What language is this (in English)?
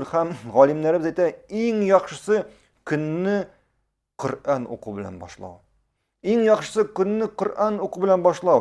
Tatar